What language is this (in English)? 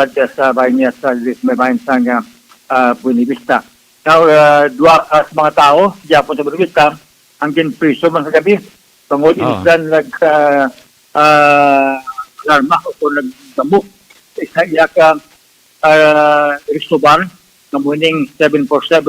Hiligaynon